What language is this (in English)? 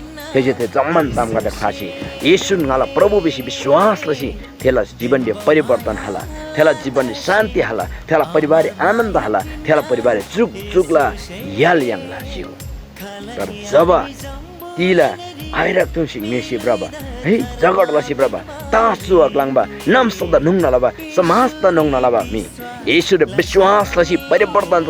Eastern Tamang